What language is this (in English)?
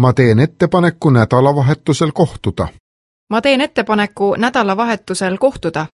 Estonian